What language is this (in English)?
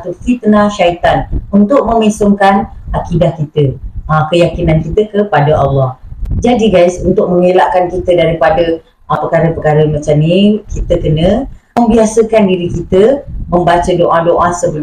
Malay